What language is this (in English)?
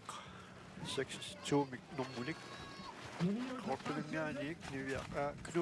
Kalaallisut